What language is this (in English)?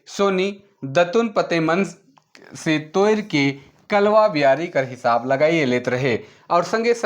Sadri